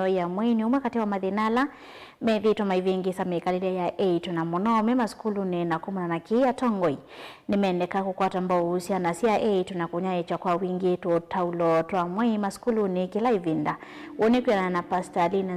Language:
Kamba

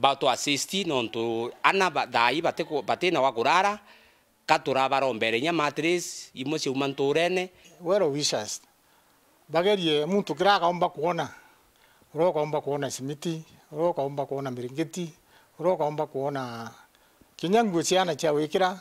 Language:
Meru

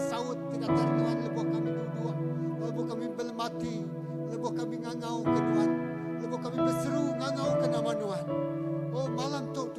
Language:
Iban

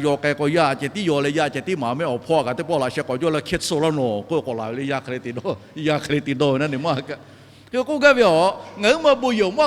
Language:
Lahu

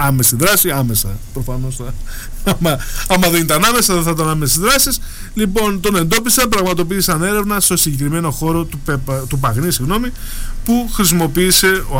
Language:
Greek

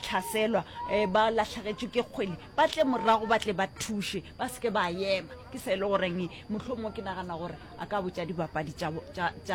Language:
Northern Sotho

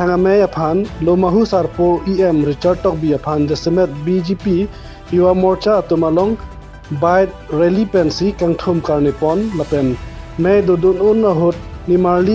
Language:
Karbi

